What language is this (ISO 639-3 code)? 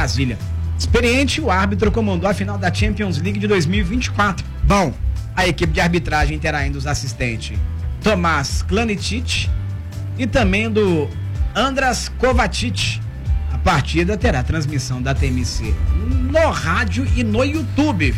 por